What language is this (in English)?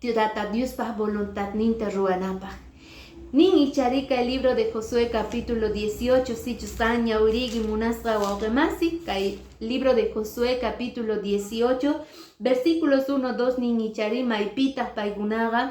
Quechua